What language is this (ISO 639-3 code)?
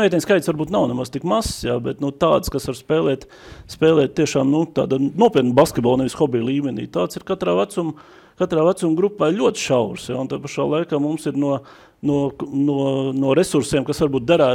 lav